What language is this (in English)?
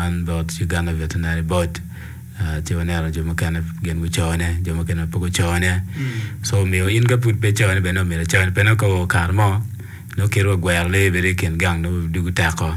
Acoli